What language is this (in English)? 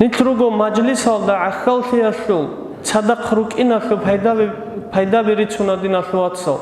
Avaric